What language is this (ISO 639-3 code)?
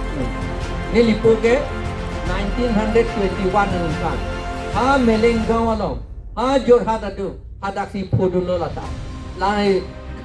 mjw